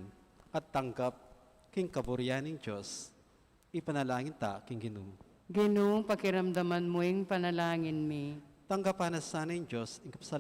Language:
Pampanga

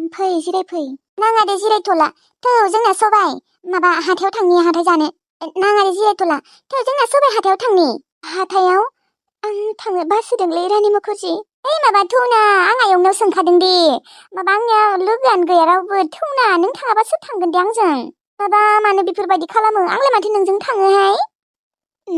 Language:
Bodo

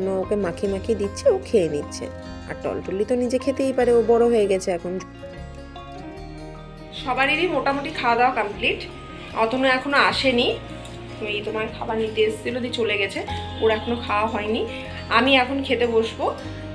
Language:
Bangla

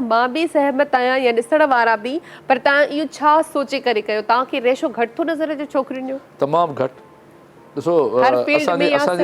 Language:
Sindhi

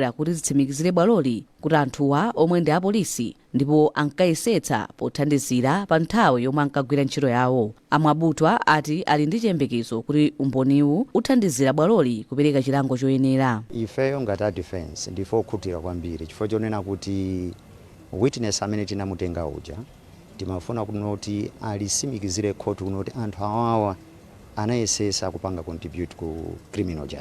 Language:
Nyanja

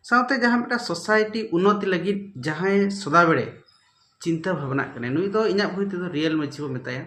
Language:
Santali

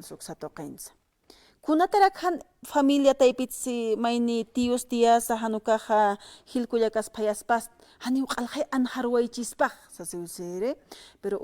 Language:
Aymara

